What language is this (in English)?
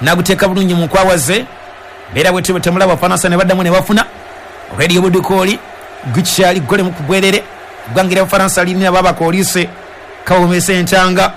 Ganda